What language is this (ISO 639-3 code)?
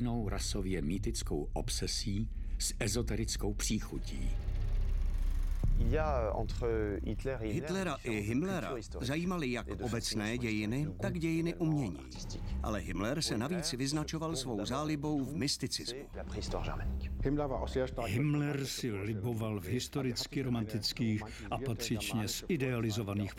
ces